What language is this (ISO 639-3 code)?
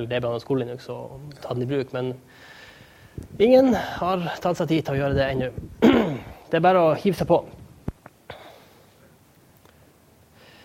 nor